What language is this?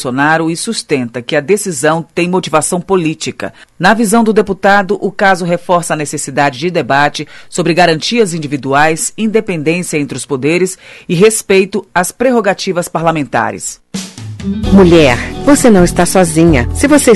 Portuguese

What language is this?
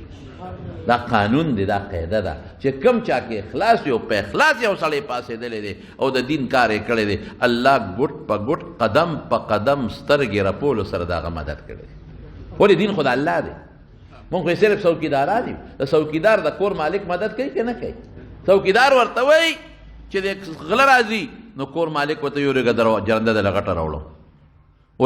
Pashto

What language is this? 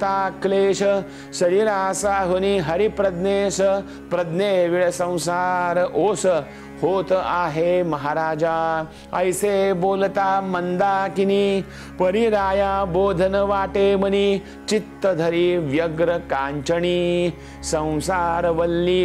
Marathi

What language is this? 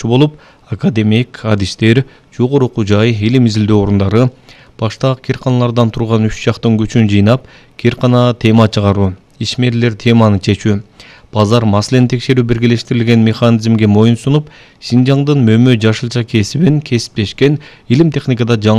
Kyrgyz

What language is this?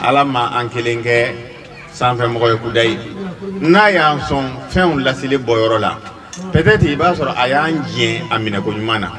Bambara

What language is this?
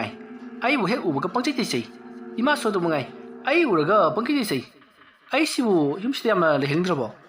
Manipuri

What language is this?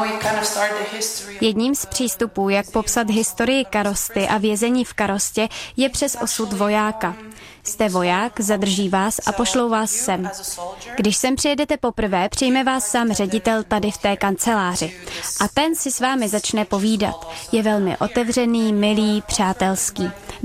Czech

